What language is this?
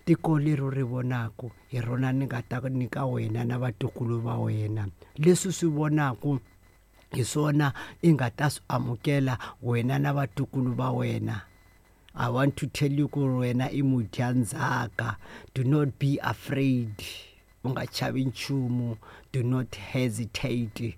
Tsonga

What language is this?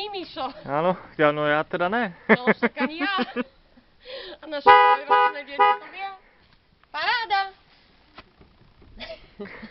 Slovak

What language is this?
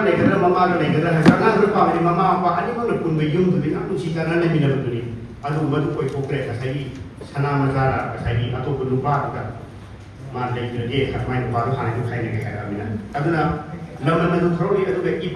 Manipuri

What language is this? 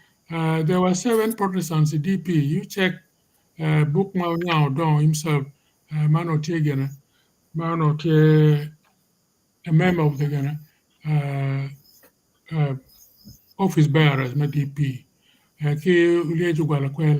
Acoli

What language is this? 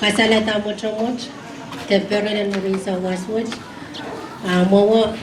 Pohnpeian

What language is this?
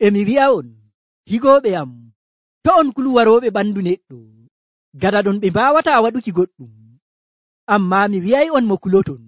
Nigerian Fulfulde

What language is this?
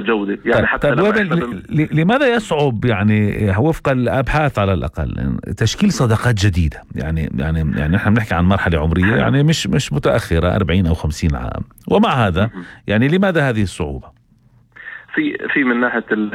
North Levantine Arabic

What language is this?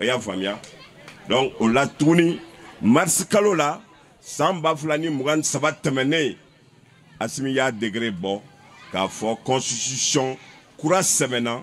Bambara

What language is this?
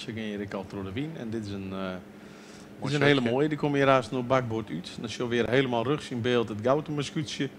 Western Frisian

